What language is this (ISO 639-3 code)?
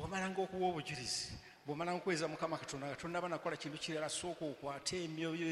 lug